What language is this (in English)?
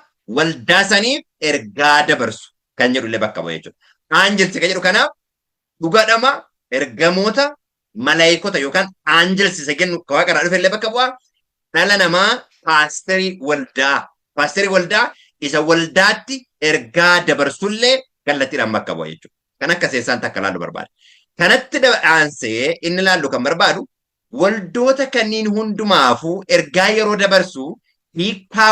Oromo